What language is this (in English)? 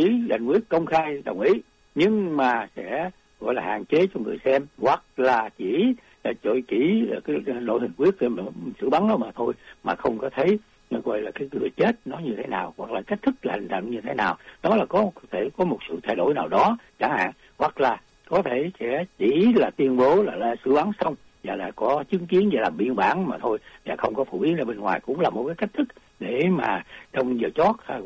Vietnamese